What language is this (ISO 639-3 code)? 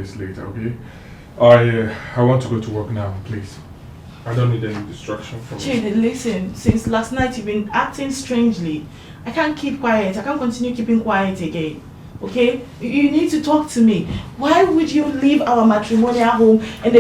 pcm